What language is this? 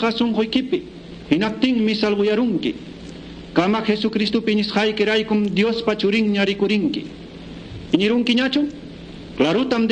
Quechua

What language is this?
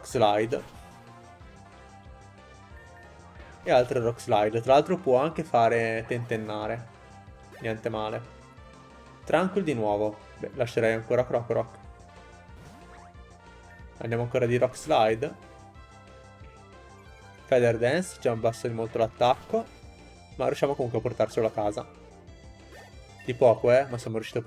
Italian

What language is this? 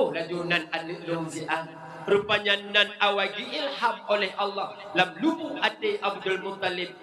Achinese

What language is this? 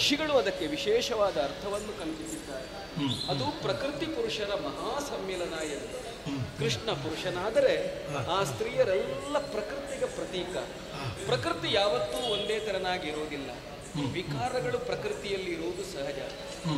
Kannada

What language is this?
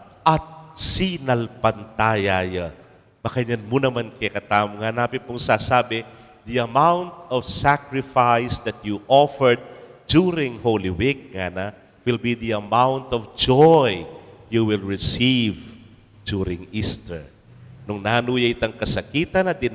Pampanga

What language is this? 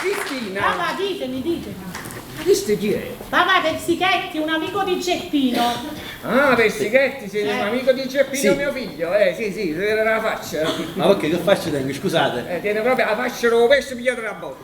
Neapolitan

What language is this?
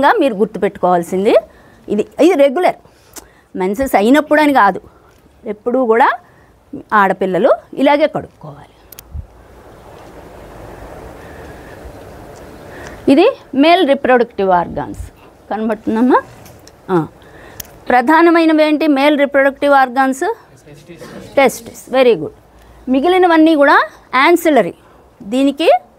Telugu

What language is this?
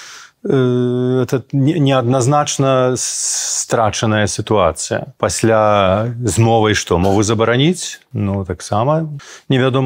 Belarusian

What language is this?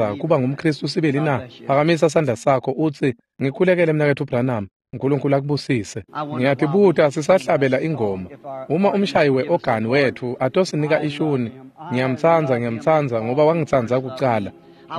Swati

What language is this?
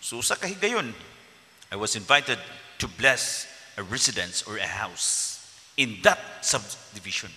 Cebuano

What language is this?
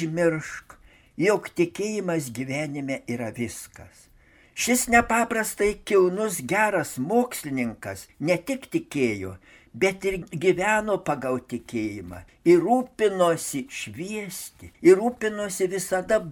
Lithuanian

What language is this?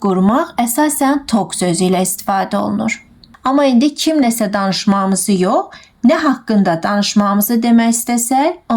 Azerbaijani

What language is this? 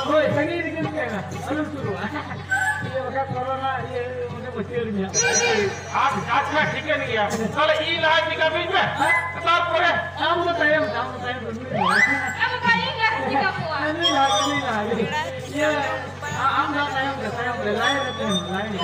Santali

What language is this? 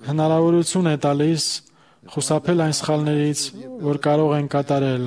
Armenian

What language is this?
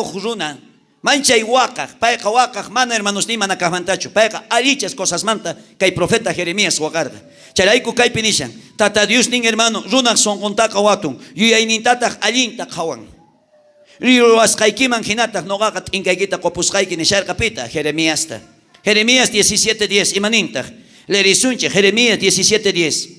South Bolivian Quechua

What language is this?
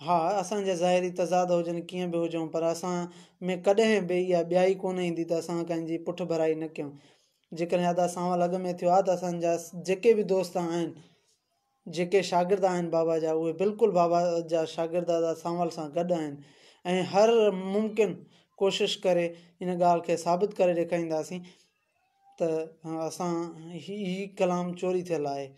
Sindhi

